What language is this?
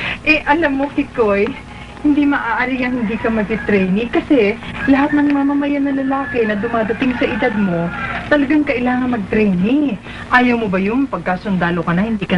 Filipino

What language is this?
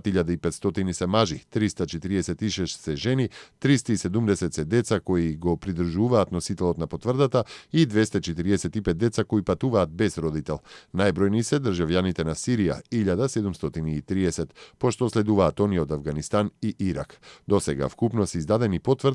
Macedonian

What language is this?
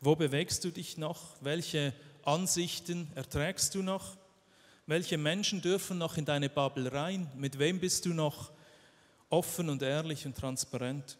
Swiss German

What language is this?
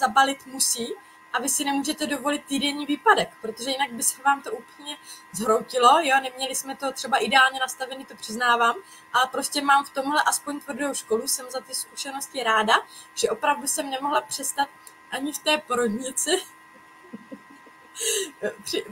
Czech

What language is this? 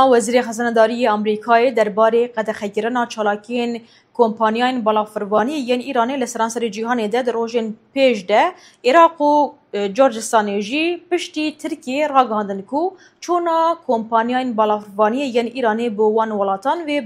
Kurdish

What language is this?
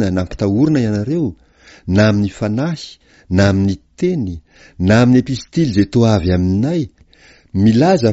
Malagasy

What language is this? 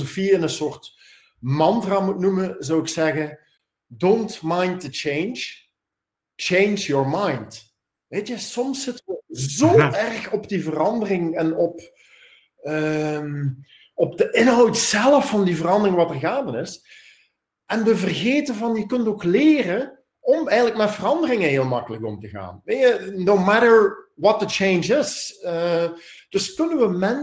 Dutch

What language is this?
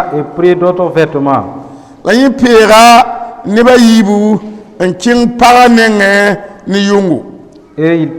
Mossi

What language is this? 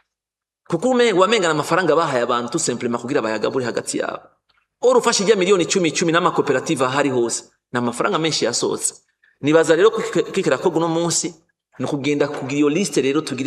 Rundi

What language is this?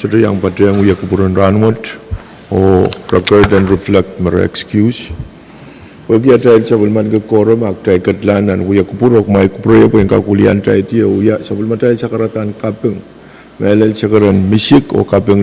Pohnpeian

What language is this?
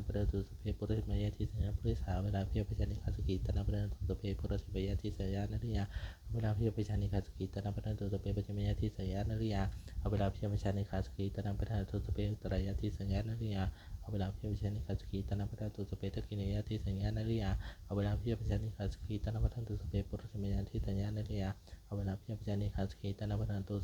Pali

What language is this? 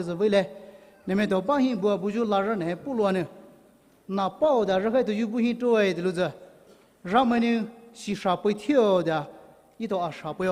Poumei Naga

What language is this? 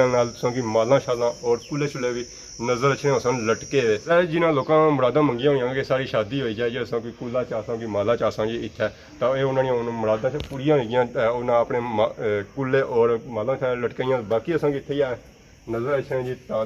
Pahari-Potwari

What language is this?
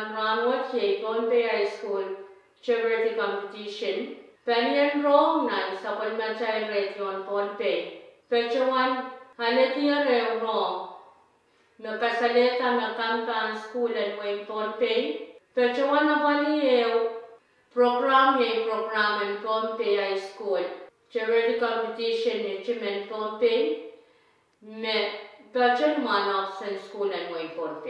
Pohnpeian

